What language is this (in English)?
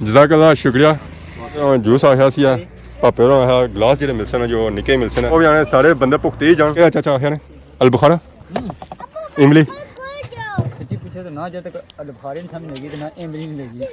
Pahari-Potwari